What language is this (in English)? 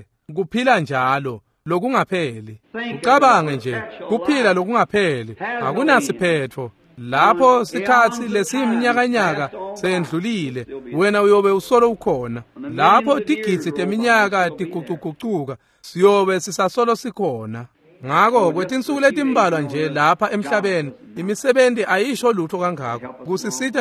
Swati